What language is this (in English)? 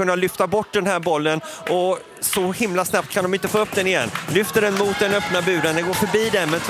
Swedish